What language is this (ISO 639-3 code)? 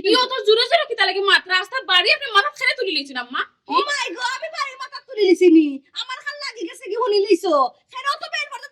syl